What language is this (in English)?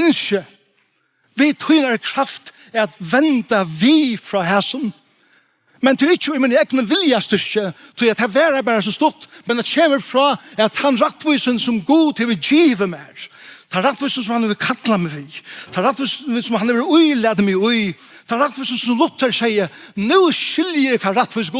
Faroese